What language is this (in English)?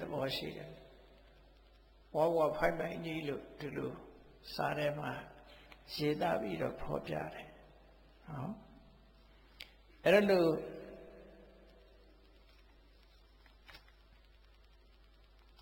Burmese